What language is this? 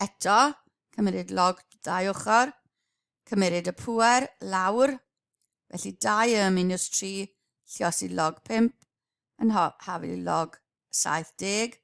Welsh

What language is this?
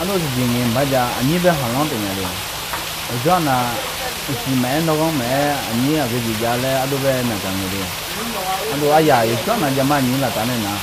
Akha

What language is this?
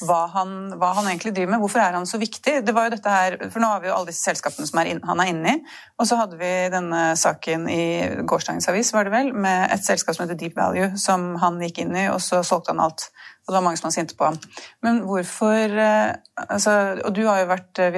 Norwegian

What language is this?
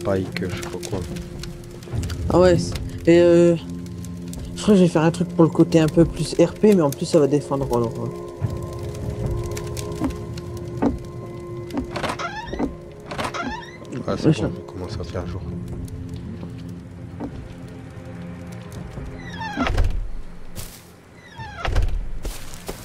French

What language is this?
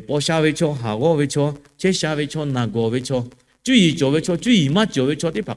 Lahu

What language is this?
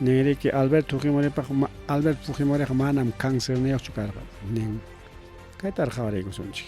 Ayacucho Quechua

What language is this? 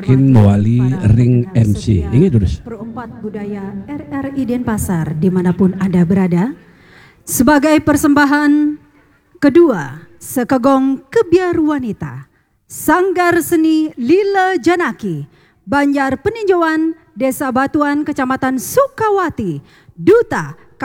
Balinese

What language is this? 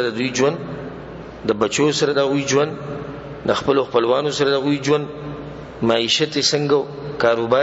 Pashto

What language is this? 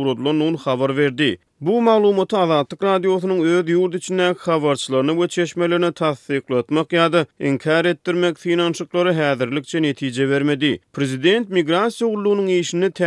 Turkmen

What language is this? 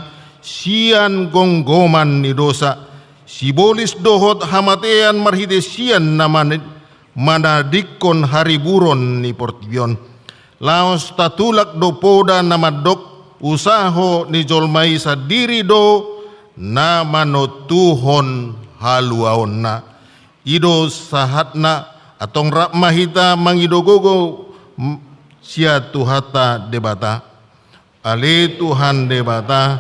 Batak Toba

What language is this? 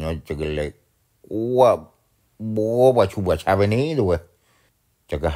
S'gaw Karen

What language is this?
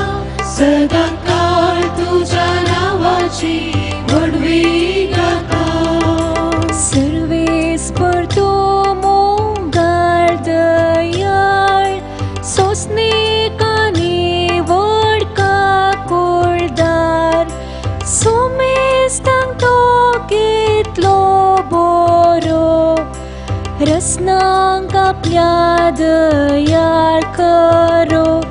Konkani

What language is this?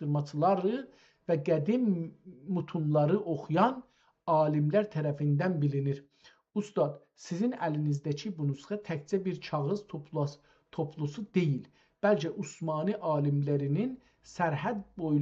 South Azerbaijani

